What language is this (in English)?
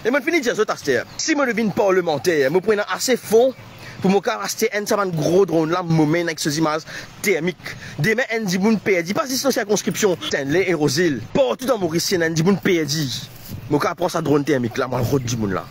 Morisyen